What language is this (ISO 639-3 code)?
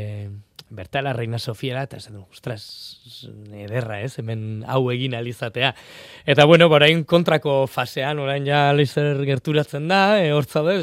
eus